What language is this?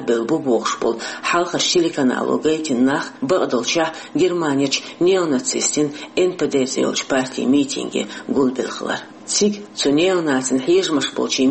Chechen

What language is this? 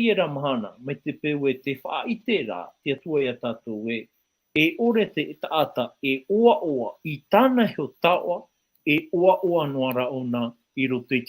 Tahitian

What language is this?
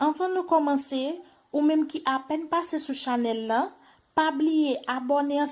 Haitian Creole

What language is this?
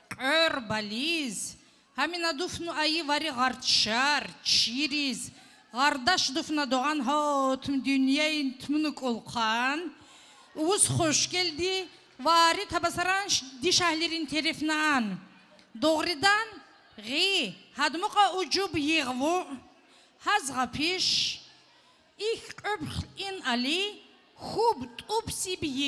Tabassaran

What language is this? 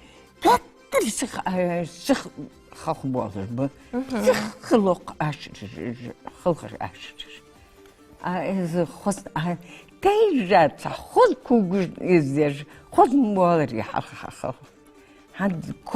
Ingush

